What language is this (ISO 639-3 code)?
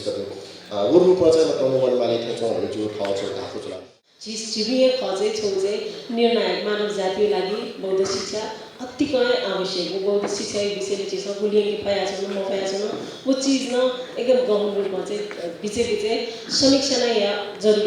new